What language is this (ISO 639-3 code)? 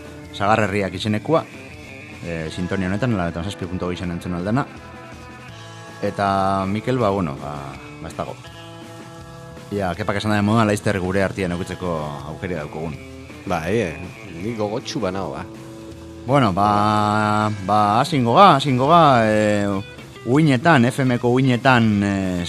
eus